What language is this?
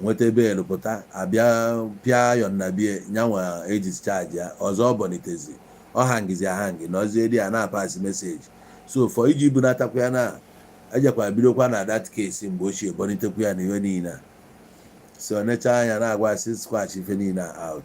Igbo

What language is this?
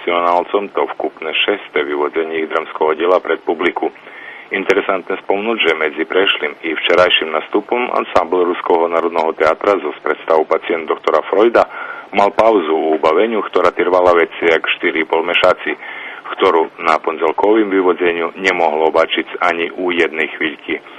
Rusyn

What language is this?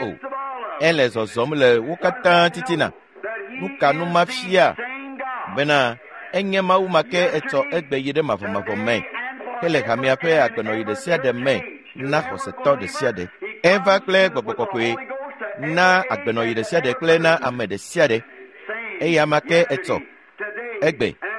Ewe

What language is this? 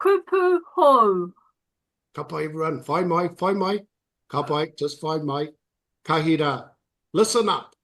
Māori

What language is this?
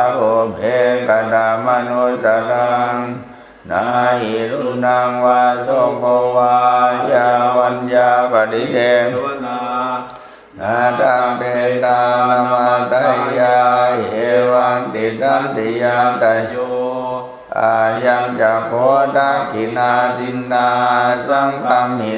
Pali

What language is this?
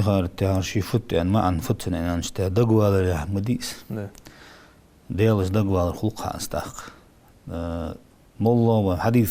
Ingush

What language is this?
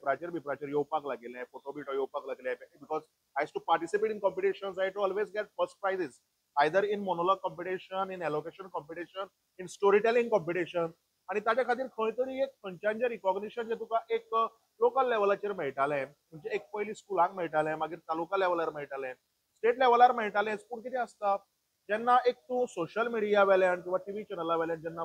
Konkani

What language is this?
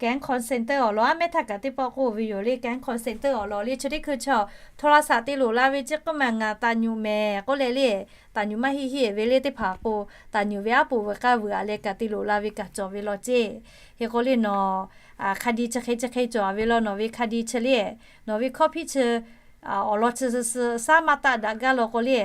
Lahu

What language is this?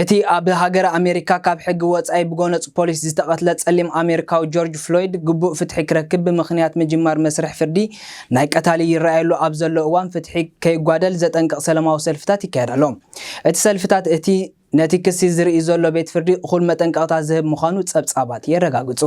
Tigrinya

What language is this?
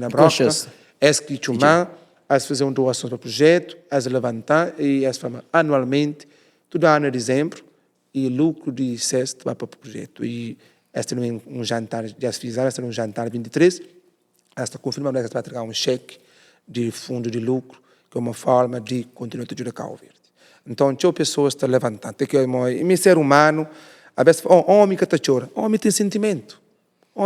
Kabuverdianu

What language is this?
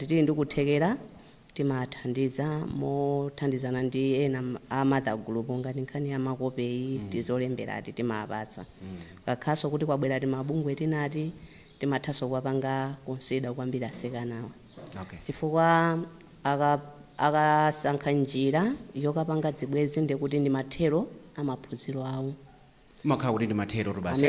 Nyanja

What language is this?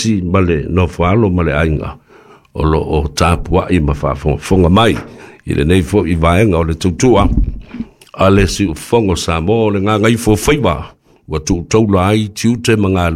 Samoan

